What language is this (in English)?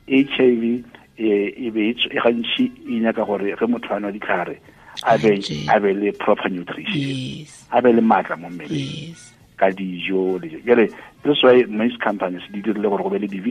Tswana